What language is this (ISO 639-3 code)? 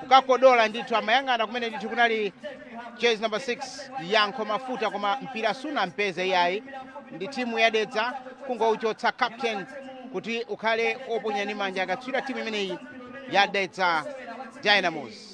nya